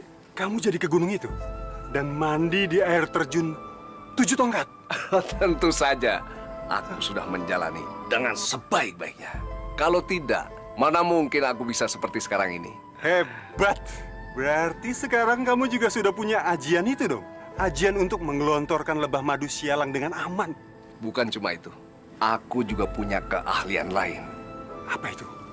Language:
Indonesian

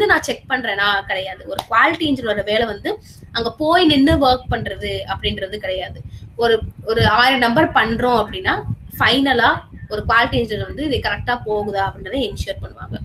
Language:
Tamil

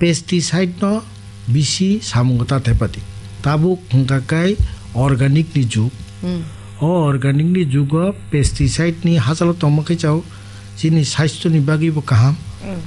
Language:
Kok Borok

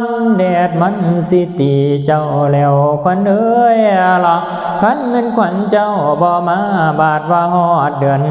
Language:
Lao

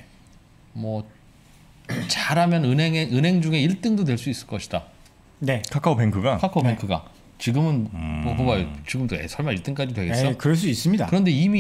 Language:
Korean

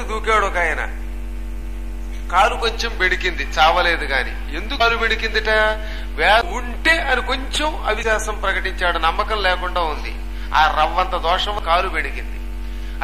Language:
Telugu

